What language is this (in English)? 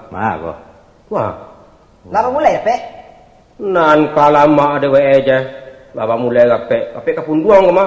Minangkabau